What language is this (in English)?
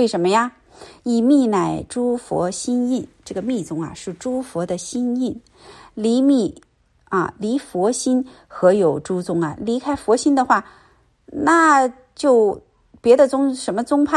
Chinese